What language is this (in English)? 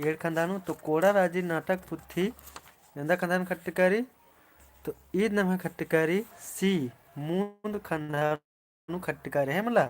Kurukh